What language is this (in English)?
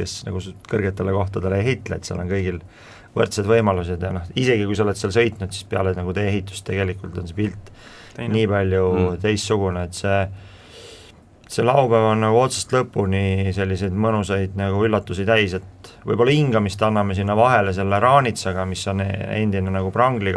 Estonian